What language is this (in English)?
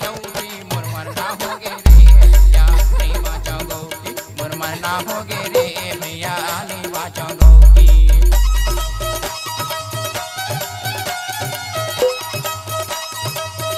Chhattisgarhi